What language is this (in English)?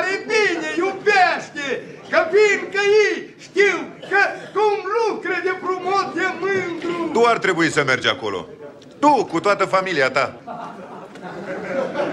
Romanian